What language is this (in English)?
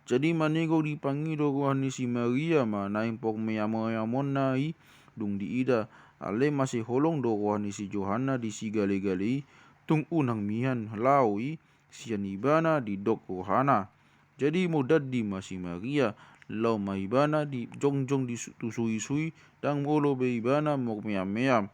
Batak Toba